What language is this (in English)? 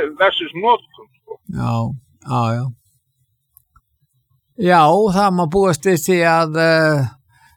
Icelandic